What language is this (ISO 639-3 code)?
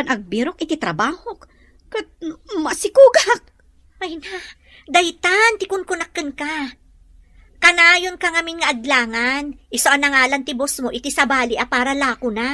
ilo